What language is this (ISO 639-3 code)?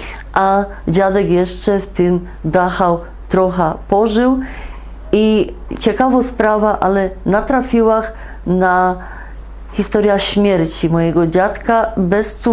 szl